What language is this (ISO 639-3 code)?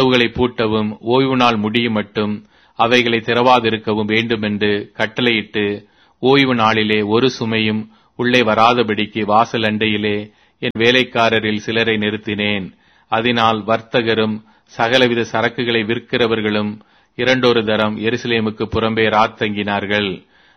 tam